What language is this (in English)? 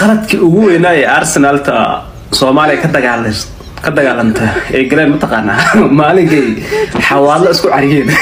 Somali